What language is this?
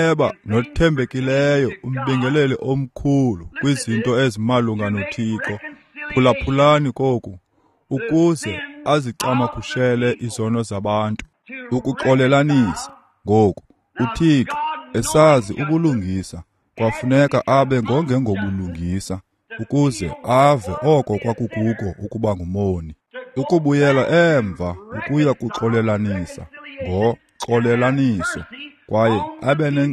Xhosa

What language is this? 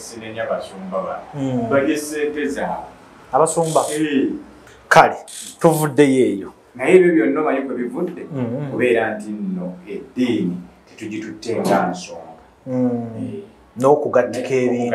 Ganda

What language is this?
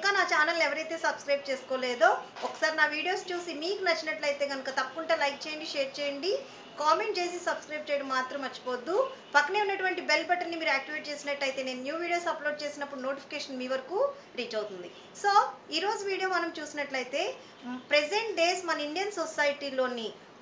Telugu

